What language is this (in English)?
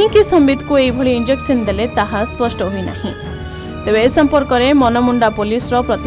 Odia